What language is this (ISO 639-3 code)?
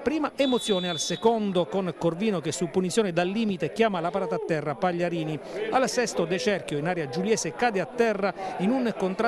ita